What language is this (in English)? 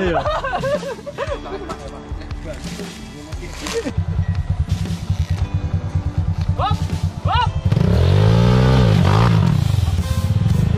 Indonesian